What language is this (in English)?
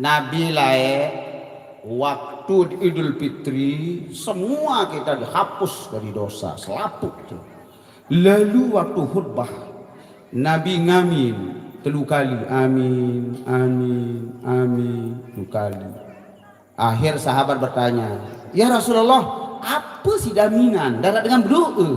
Sasak